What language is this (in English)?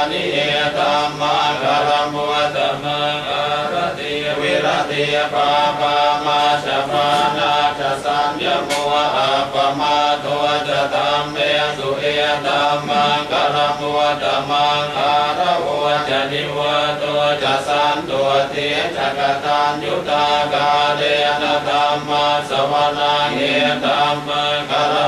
Pali